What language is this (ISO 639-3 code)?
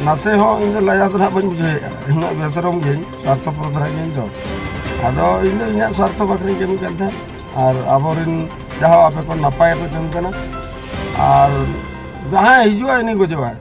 sat